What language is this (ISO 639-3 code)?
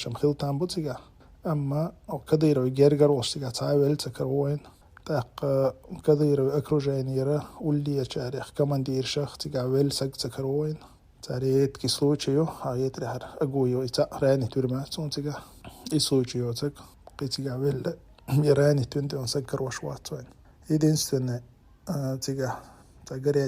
che